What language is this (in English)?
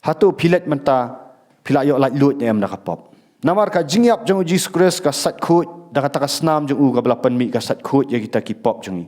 Khasi